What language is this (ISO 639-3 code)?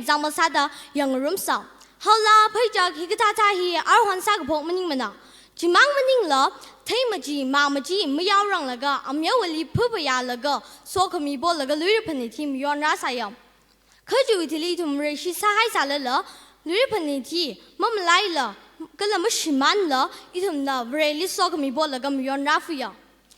nmf